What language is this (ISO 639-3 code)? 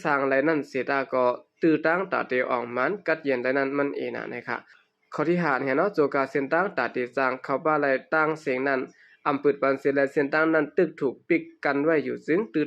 shn